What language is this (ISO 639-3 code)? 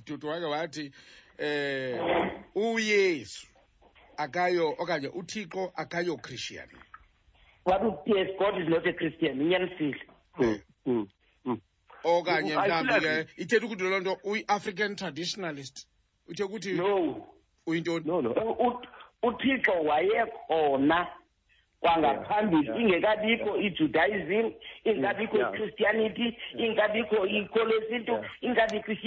xho